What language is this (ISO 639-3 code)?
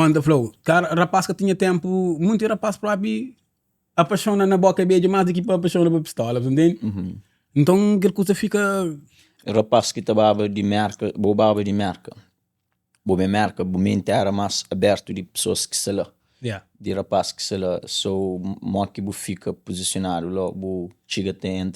kea